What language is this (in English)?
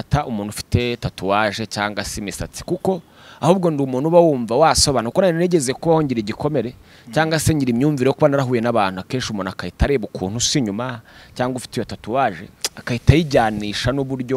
Kinyarwanda